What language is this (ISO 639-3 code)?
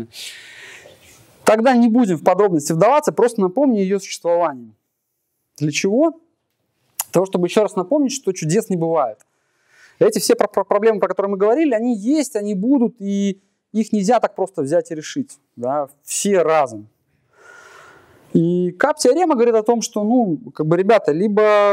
rus